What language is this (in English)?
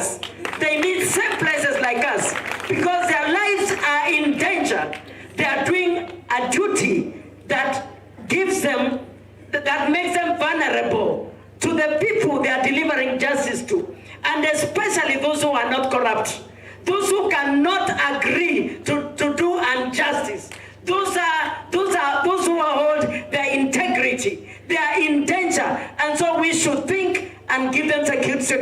Kamba